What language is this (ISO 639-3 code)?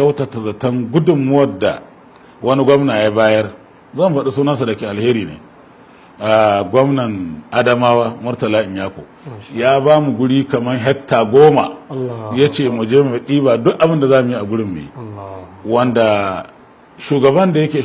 hau